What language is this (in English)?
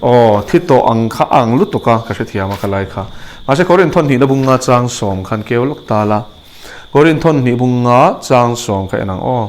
Mizo